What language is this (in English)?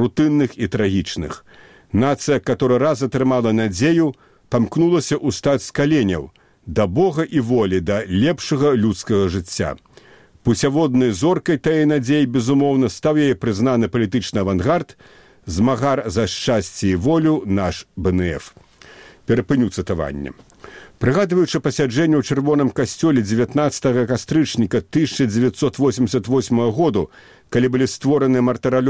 Belarusian